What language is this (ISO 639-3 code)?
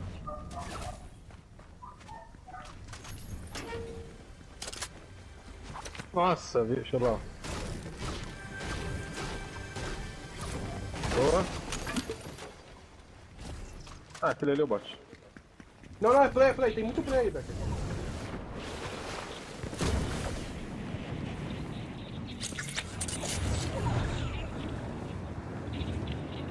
por